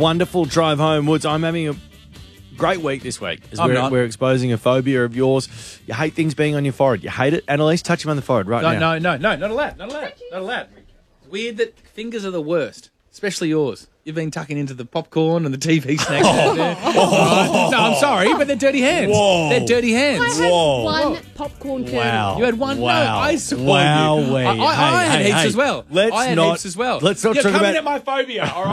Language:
English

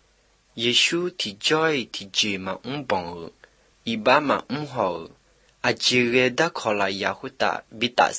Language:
Vietnamese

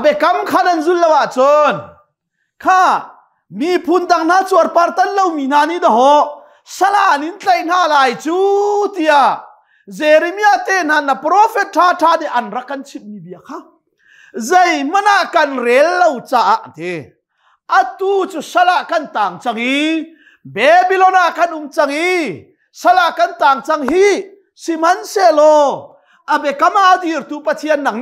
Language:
Hakha Chin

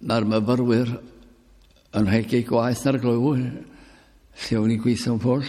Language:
Welsh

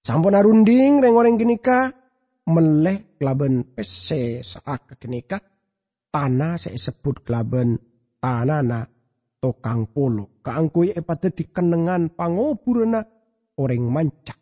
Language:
Madurese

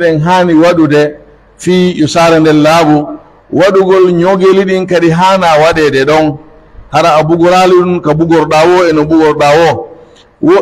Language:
Pular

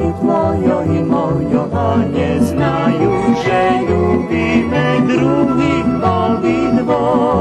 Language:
Rusyn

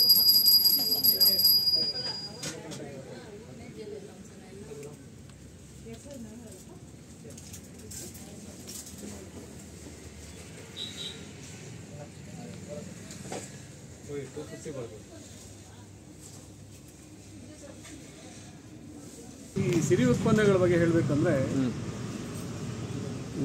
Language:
Kannada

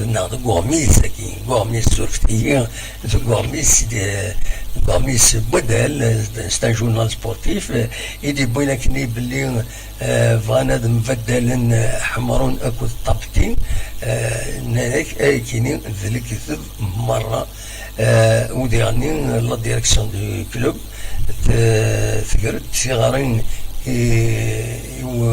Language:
Kabyle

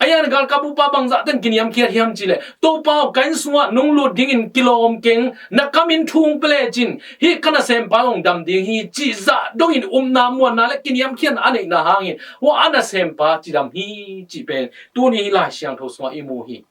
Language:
Tedim Chin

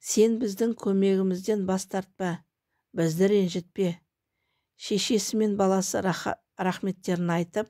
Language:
Kazakh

